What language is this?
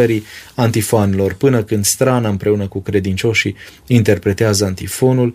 Romanian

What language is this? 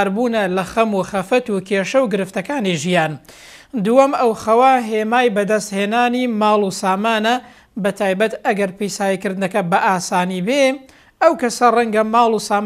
Central Kurdish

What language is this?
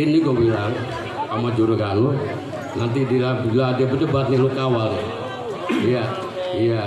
Betawi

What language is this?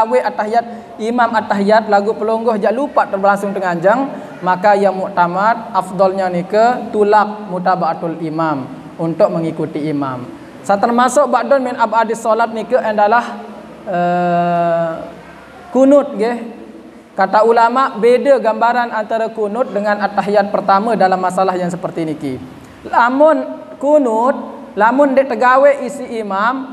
Sasak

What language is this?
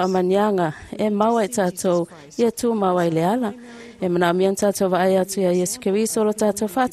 Samoan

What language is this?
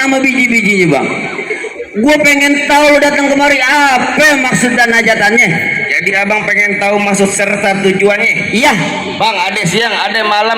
Betawi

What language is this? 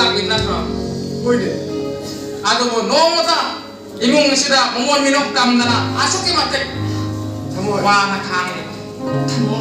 Manipuri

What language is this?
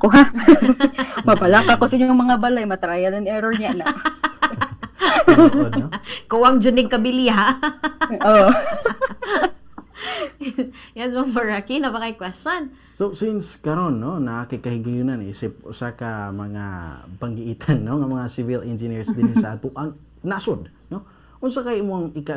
Cebuano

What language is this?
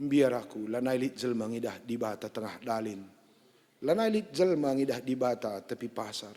Batak Karo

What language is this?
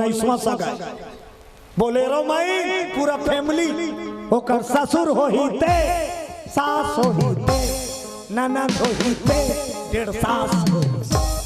Chhattisgarhi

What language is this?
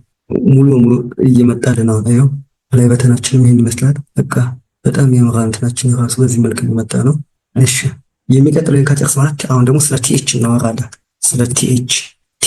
Amharic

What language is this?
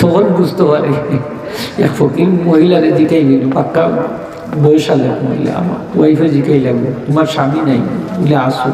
Sylheti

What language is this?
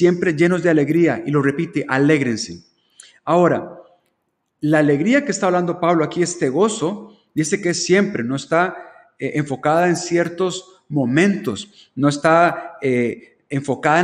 Spanish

